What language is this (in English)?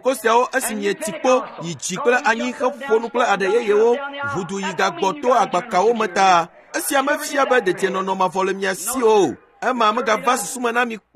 Ewe